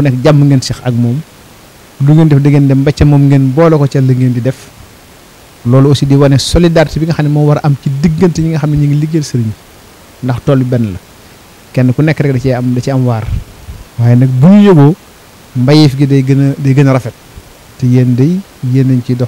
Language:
Wolof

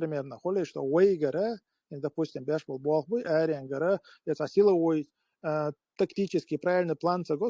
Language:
Chechen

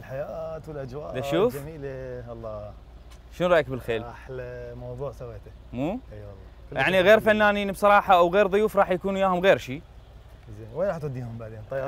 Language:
Mesopotamian Arabic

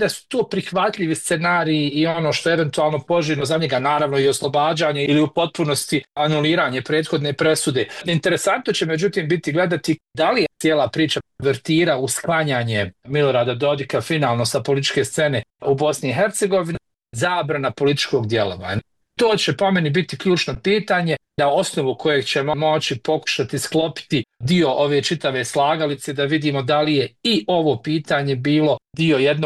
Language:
Bosnian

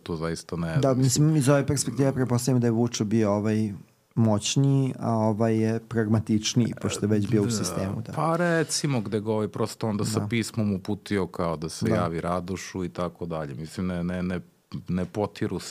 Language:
Serbian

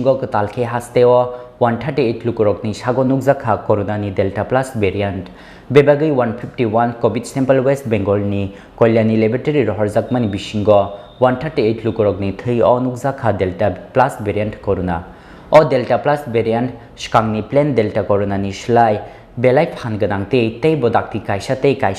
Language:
Kok Borok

